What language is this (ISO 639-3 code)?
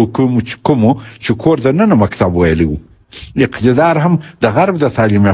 pus